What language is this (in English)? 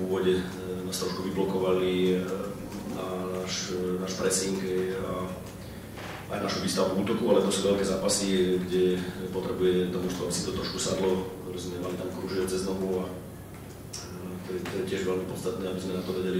Slovak